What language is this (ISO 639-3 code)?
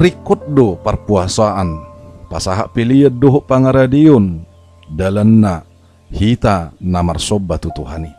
bbc